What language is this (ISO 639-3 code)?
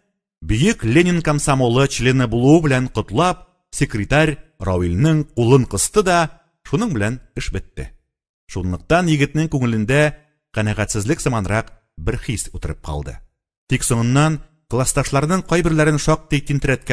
tat